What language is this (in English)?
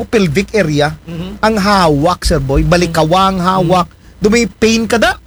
Aklanon